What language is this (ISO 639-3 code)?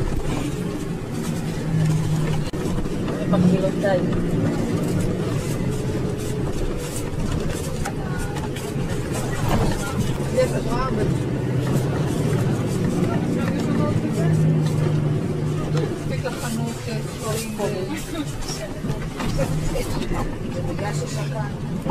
heb